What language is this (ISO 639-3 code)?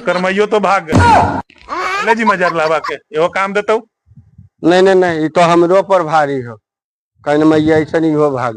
mag